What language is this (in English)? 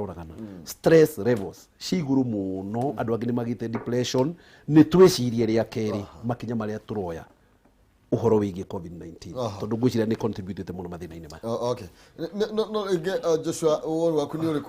Kikuyu